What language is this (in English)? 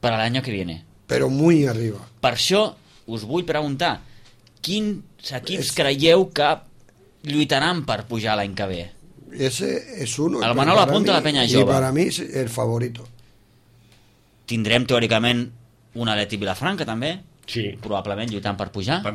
Catalan